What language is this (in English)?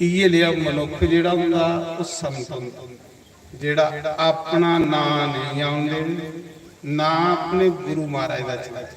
Dogri